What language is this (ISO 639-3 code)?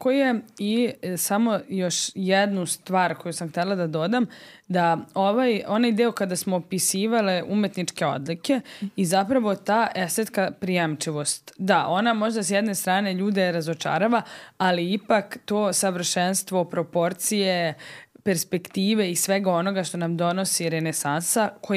srp